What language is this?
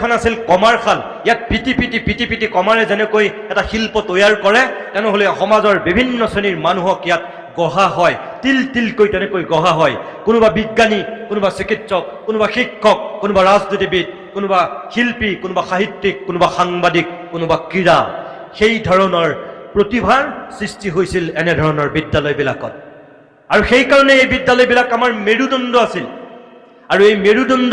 Assamese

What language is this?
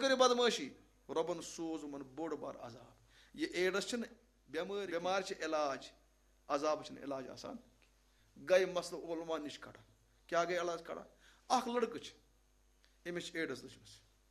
Kashmiri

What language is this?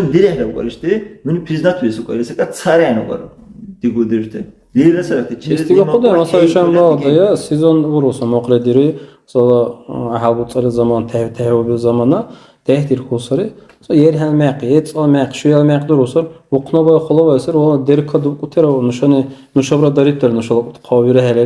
Dargwa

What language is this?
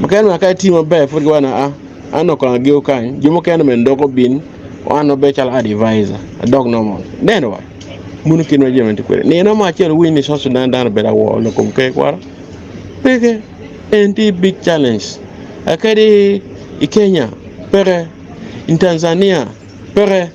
Acoli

